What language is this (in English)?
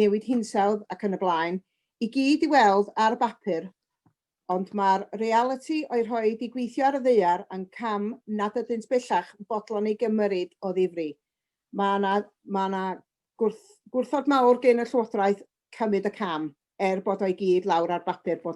Welsh